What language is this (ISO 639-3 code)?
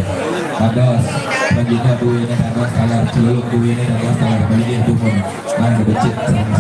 ban